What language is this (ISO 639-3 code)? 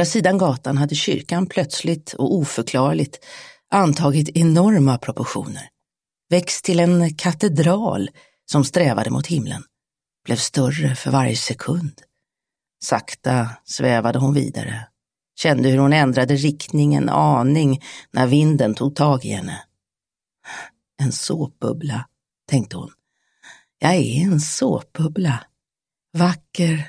swe